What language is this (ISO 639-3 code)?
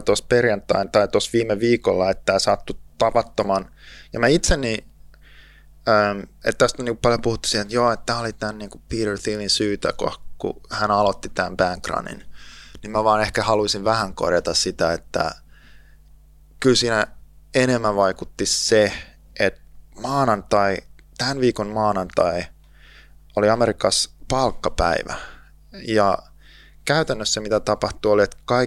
fin